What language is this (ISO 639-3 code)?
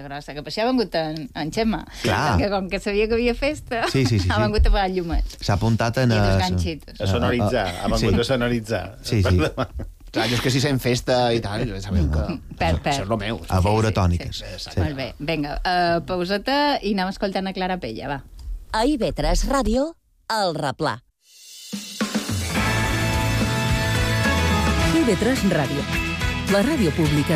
cat